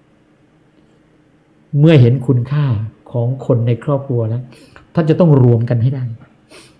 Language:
Thai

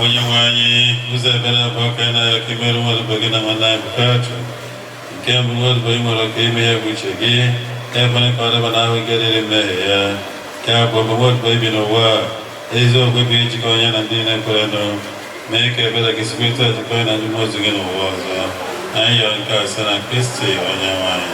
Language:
Igbo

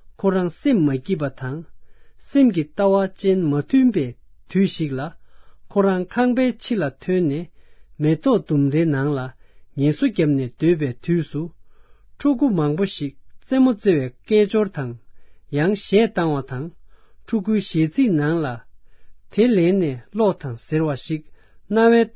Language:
Tibetan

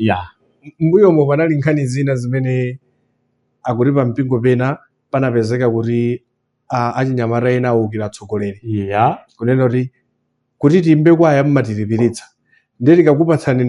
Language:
Nyanja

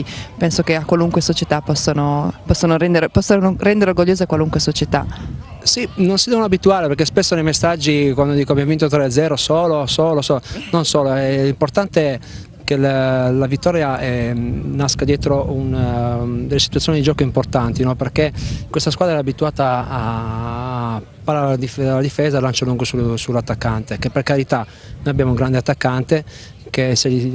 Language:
Italian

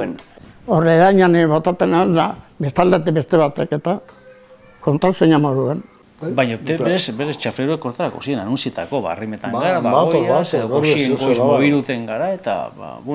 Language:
Basque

